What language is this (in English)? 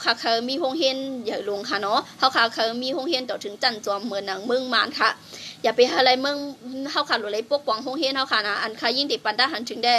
Shan